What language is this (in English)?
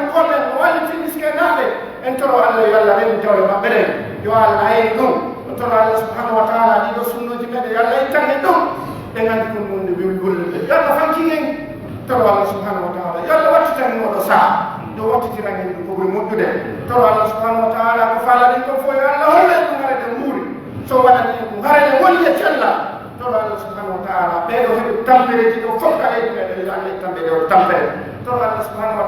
Pular